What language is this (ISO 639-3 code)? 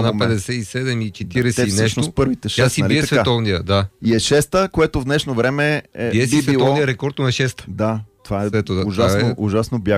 bul